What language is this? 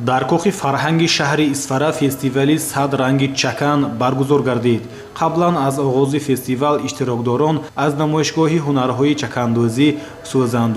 Tajik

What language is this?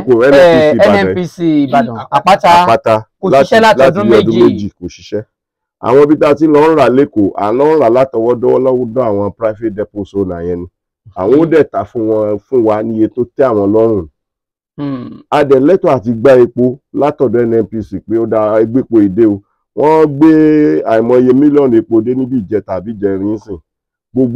Yoruba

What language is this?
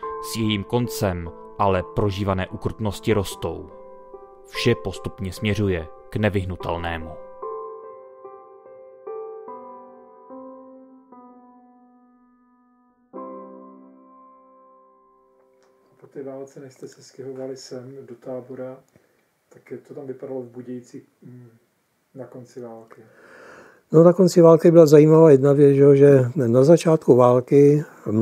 Czech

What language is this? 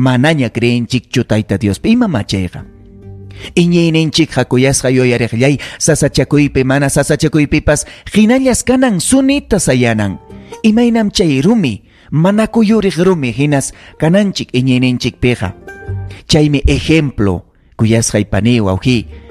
Ayacucho Quechua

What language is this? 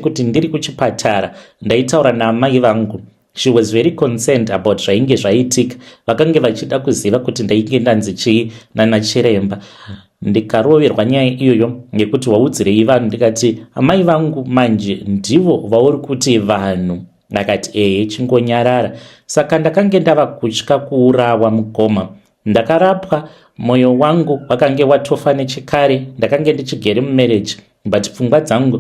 Shona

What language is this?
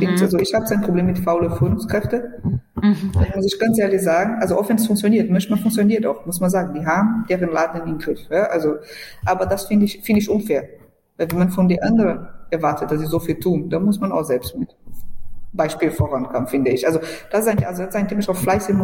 German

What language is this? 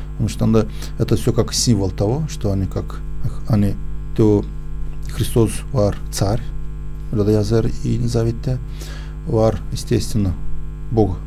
Gagauz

